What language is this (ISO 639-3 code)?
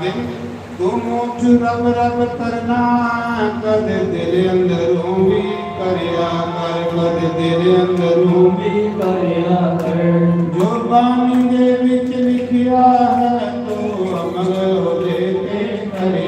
doi